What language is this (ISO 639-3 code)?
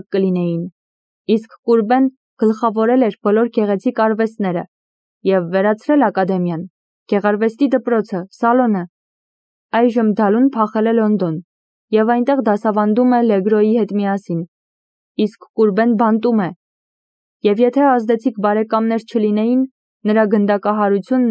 hye